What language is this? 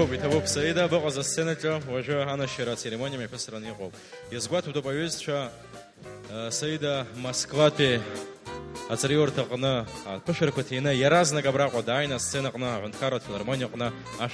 Abkhazian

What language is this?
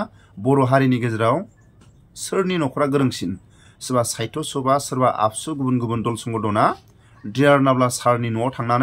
Bodo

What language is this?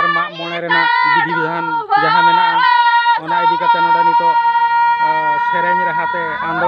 Santali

